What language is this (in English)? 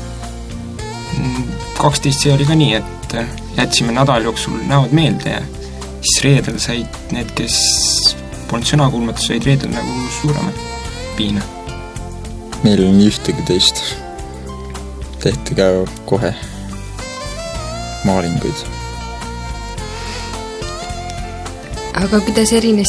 Estonian